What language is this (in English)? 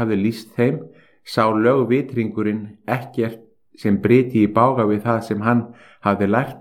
Icelandic